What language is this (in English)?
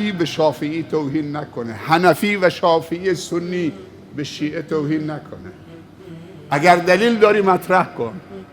Persian